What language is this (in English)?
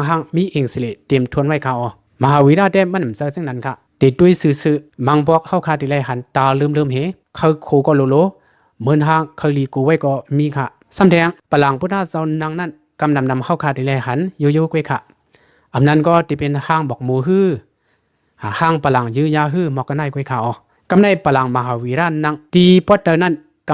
Shan